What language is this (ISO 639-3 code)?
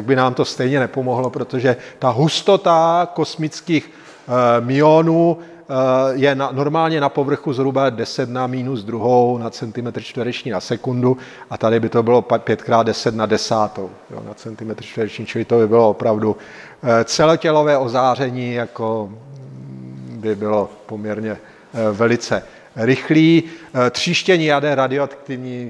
ces